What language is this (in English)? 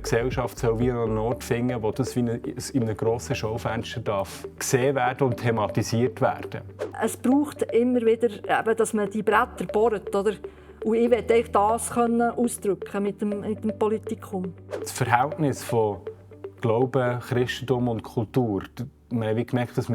Swiss German